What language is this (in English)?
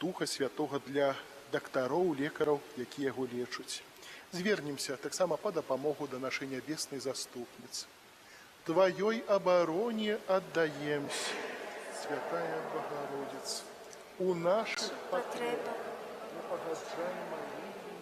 Belarusian